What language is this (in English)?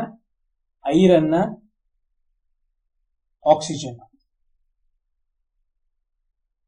Kannada